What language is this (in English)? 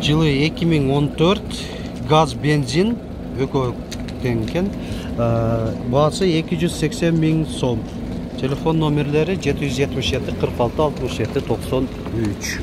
Kyrgyz